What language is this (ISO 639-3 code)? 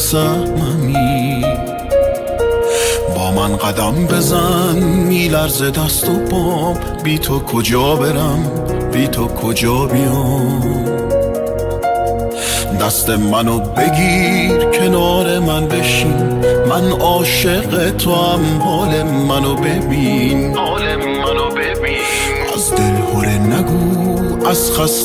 fas